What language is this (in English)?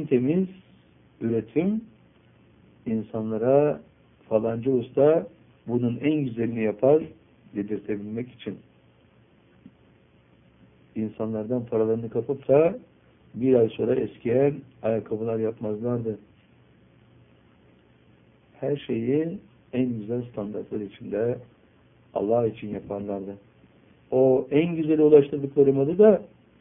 Turkish